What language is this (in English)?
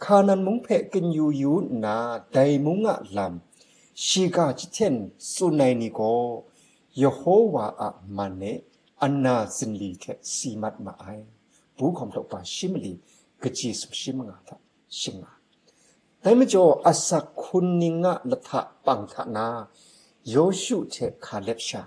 Kachin